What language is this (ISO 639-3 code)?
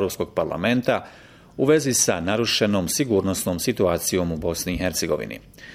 bos